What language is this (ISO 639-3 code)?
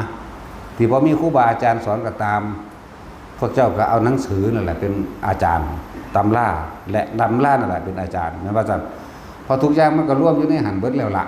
tts